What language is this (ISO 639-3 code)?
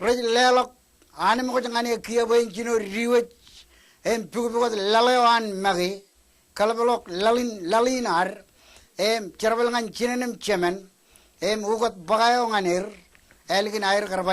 mah